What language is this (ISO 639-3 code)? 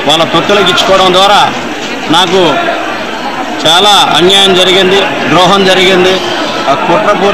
tel